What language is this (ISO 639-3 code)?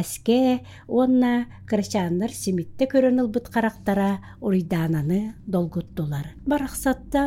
sah